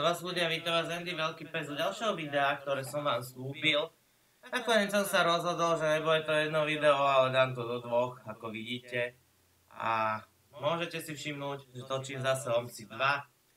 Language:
Slovak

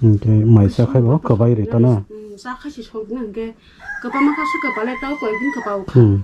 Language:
Kok Borok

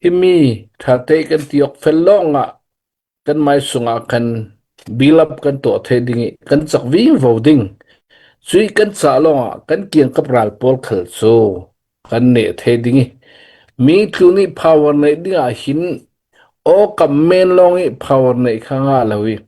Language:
Falam Chin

